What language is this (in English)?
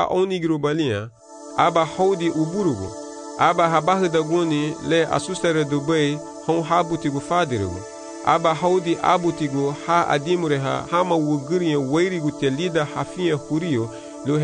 Garifuna